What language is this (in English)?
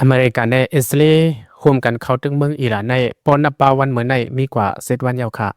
Lao